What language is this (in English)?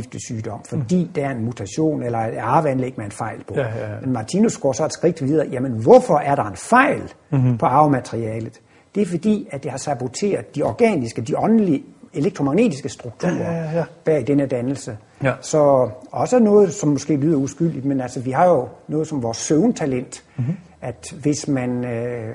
Danish